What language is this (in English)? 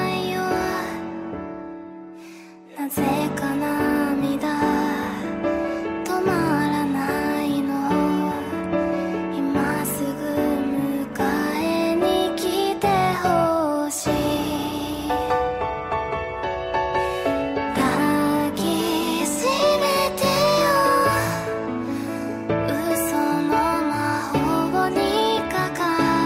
Japanese